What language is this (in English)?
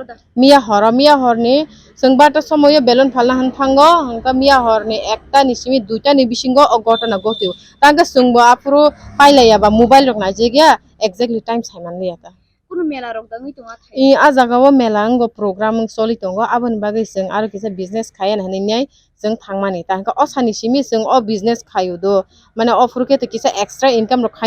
Kok Borok